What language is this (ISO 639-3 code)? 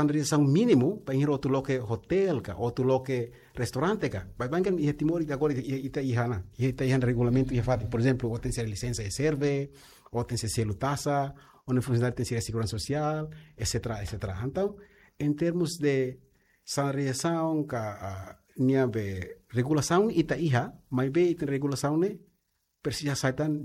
tet